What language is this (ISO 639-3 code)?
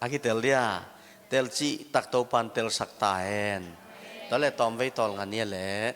ctd